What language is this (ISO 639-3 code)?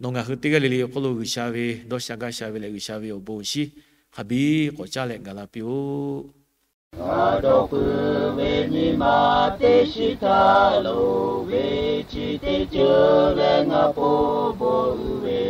lhu